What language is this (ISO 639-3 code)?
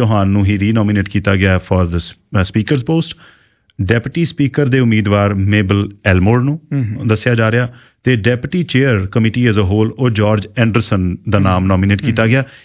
pan